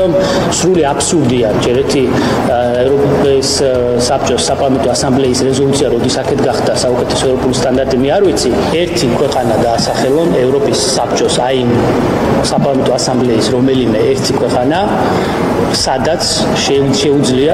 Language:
Georgian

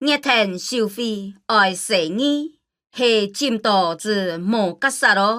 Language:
Hakka Chinese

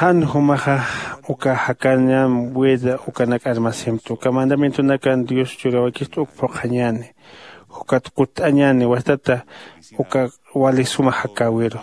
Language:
Aymara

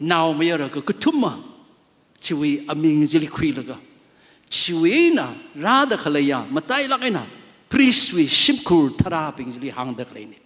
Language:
Tangkhul Naga (India)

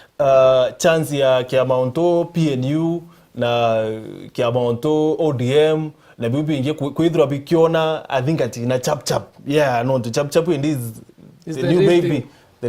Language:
Meru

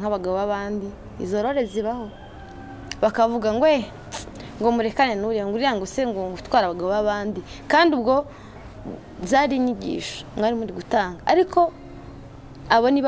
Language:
Kinyarwanda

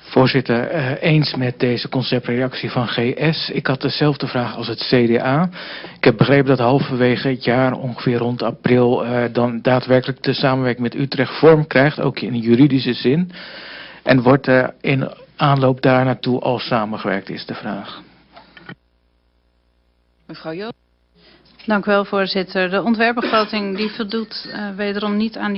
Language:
Dutch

